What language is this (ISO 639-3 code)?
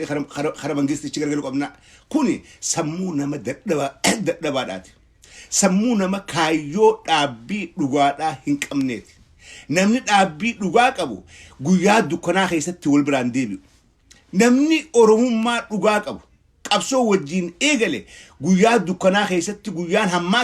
orm